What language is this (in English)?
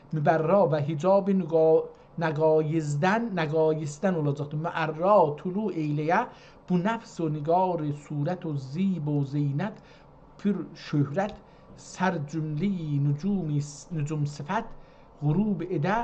South Azerbaijani